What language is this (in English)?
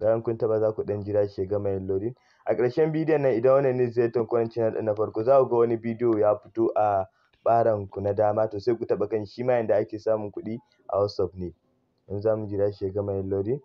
Hausa